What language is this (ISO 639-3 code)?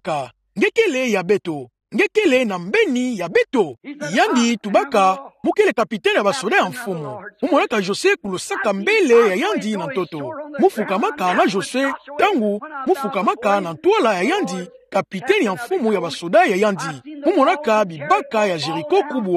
ktu